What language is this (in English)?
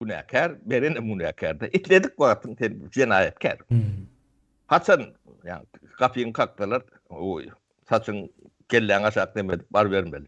Turkmen